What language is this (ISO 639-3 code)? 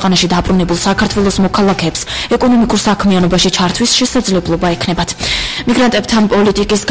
kat